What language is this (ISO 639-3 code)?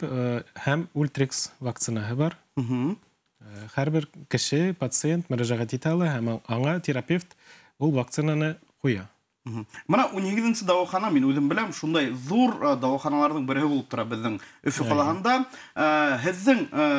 bak